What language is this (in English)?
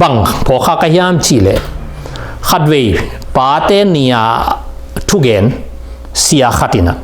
Tedim Chin